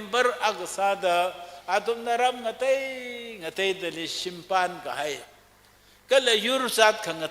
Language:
Tangkhul Naga (India)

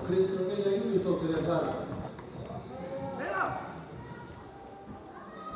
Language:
Icelandic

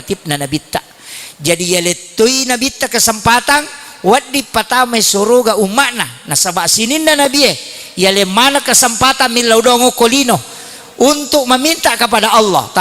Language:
Buginese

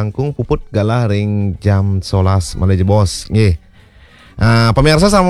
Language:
Balinese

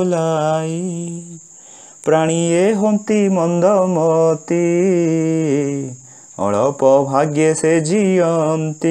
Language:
Odia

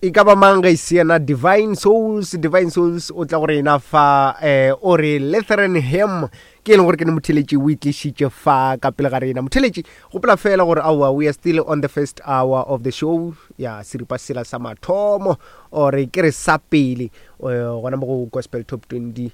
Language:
Northern Sotho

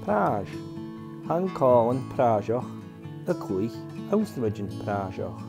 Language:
Scottish Gaelic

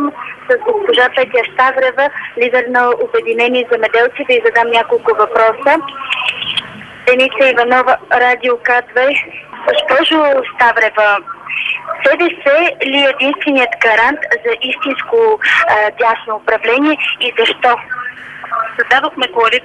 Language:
Bulgarian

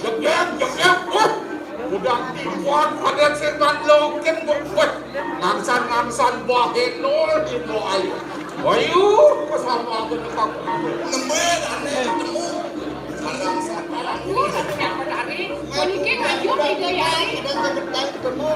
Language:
Balinese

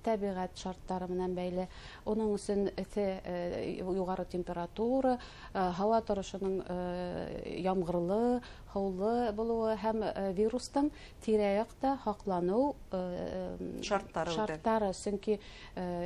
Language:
Bashkir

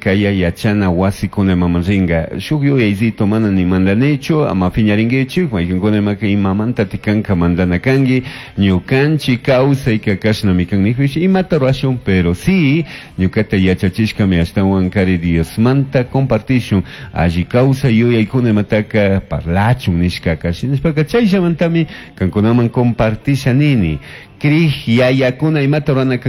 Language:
Chimborazo Highland Quichua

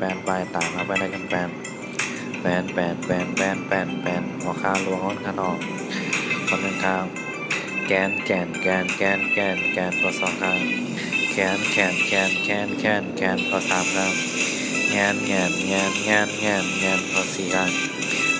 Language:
Shan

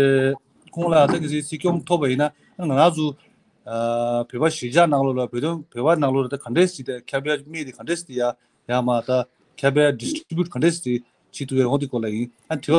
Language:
Tibetan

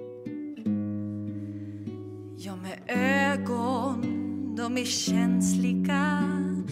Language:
Swedish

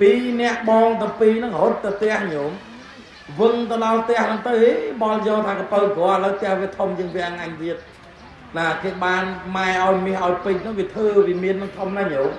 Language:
Khmer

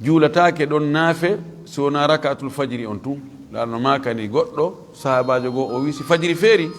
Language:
Fula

